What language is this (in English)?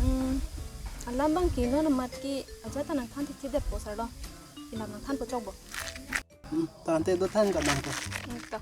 Karbi